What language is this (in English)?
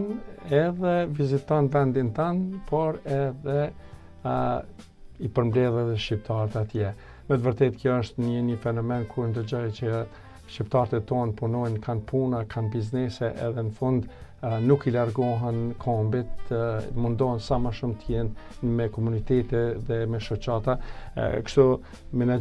Albanian